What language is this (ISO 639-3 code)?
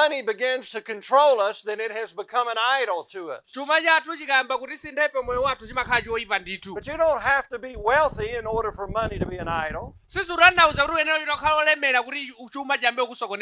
nya